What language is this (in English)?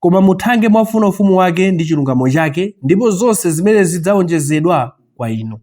Nyanja